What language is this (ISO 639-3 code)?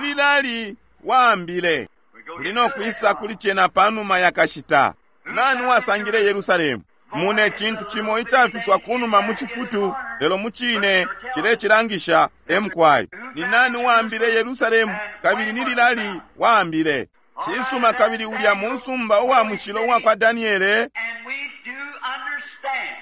bem